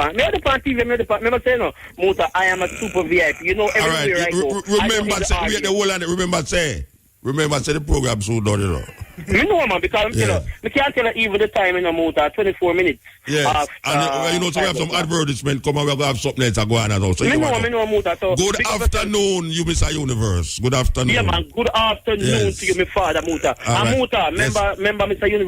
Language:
Jamaican Creole English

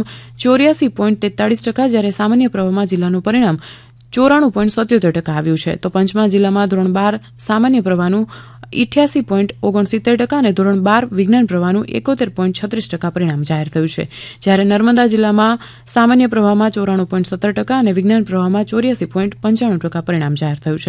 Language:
Gujarati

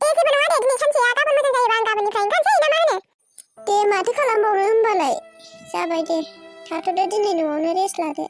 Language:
Bodo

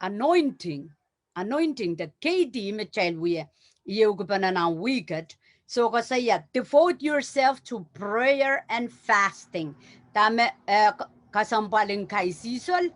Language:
Pohnpeian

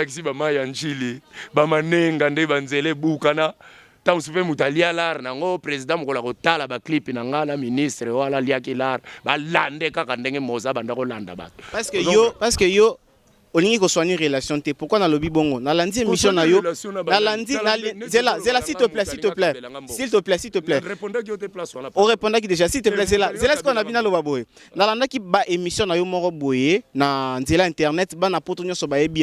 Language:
Lingala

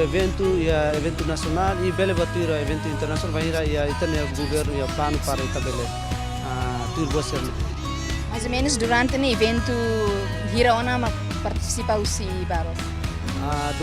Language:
Tetum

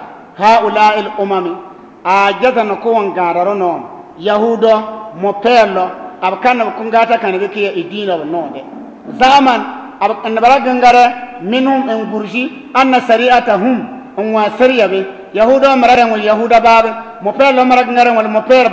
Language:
Bissa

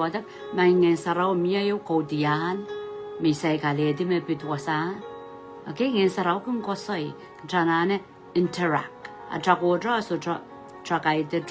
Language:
Pohnpeian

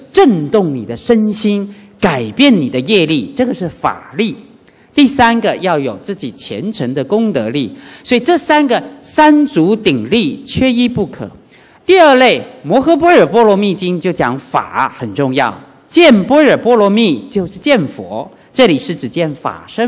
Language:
Chinese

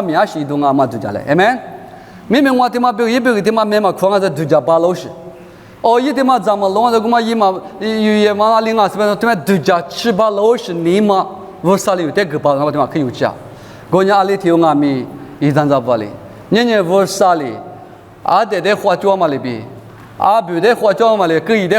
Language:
Lisu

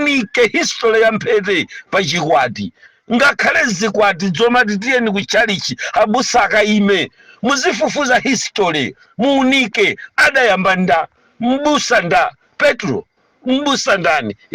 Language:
Nyanja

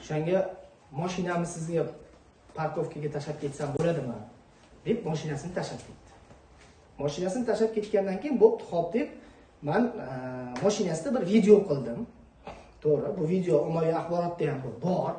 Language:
Uzbek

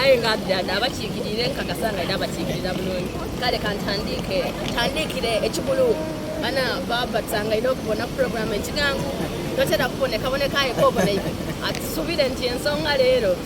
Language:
Soga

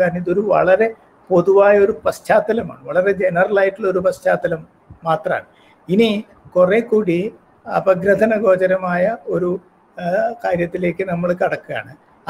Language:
Malayalam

